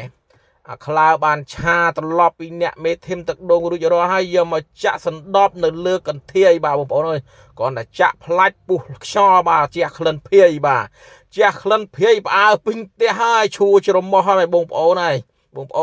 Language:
Khmer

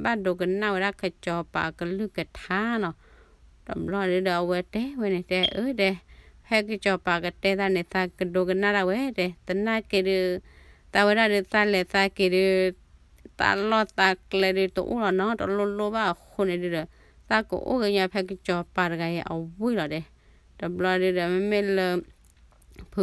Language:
S'gaw Karen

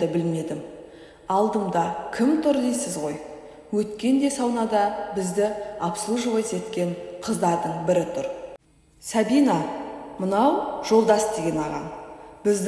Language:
Kazakh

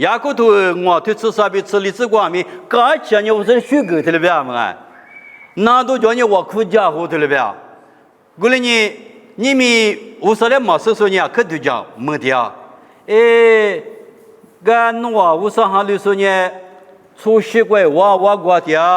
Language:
Lisu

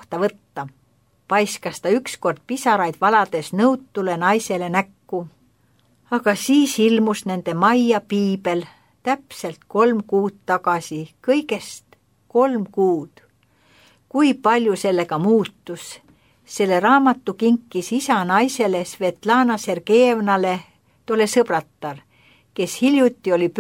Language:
Estonian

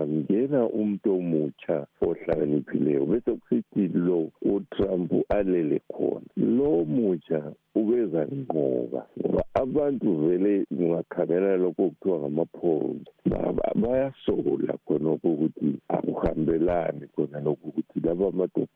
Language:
North Ndebele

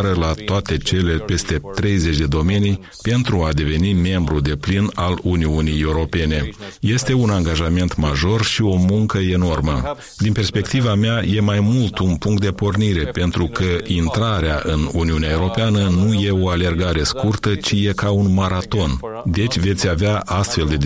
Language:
Romanian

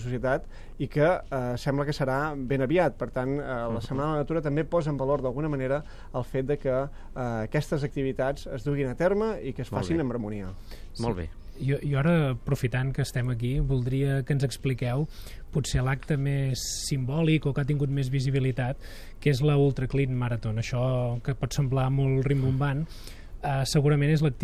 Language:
Catalan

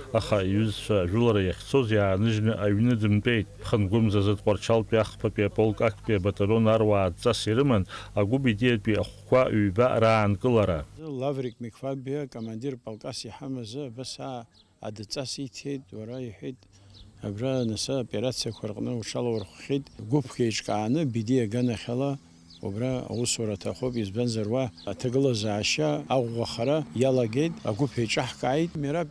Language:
Abkhazian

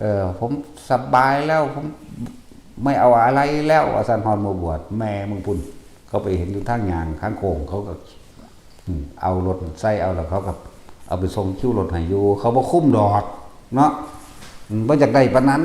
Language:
Northeastern Thai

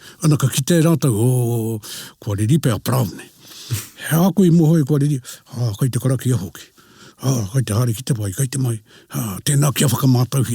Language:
Māori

